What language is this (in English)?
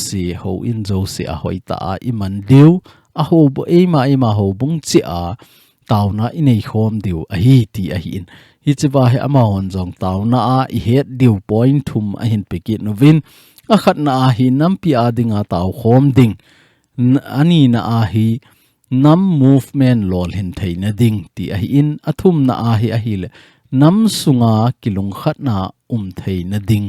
Thado Chin